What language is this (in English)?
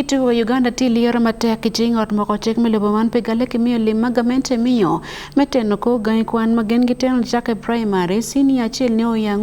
Acoli